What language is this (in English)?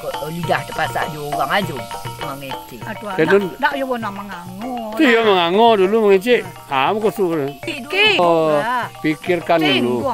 Minangkabau